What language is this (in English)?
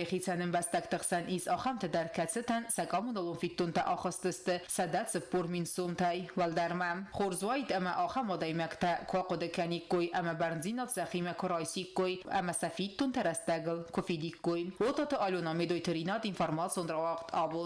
Ossetic